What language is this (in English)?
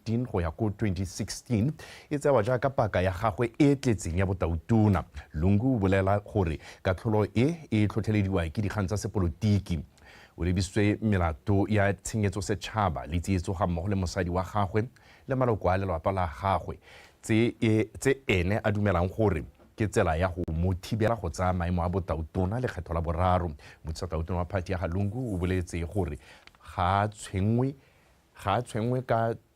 Tswana